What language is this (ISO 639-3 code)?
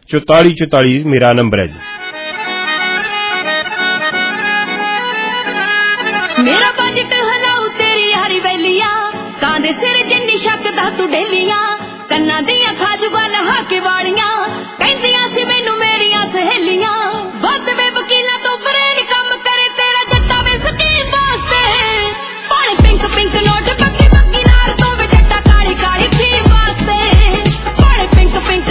pan